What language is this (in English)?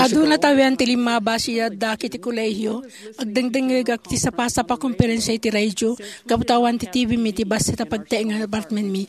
Iloko